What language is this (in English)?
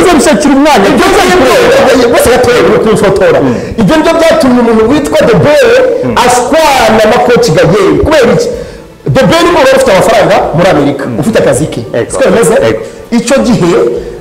Kinyarwanda